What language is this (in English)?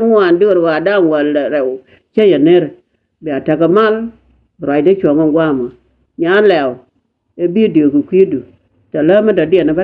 Nuer